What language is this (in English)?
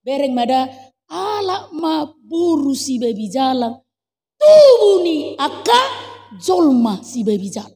Batak Toba